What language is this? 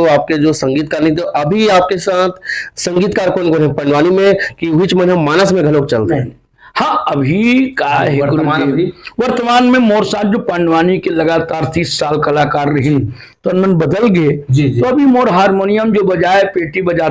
Chhattisgarhi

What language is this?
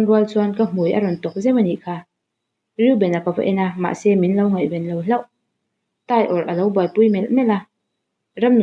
Mizo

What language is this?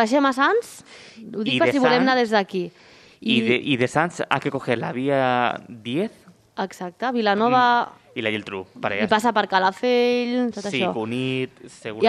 Catalan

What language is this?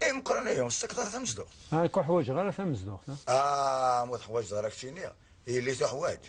Kabyle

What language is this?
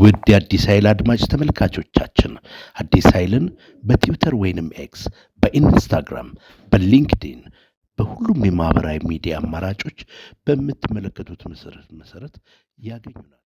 Amharic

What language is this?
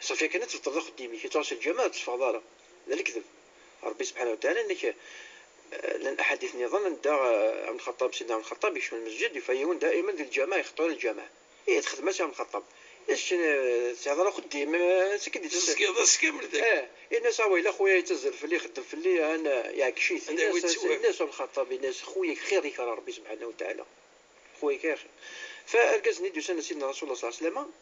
Moroccan Arabic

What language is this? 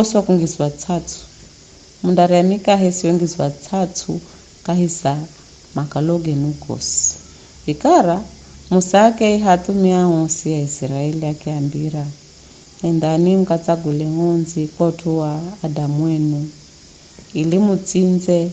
Giryama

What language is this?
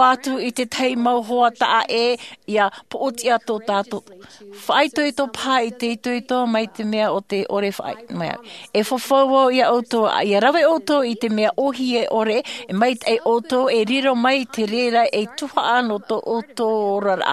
Tahitian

